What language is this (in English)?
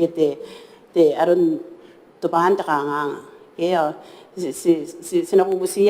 Gilbertese